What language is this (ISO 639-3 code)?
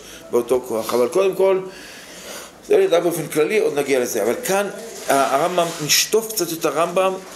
heb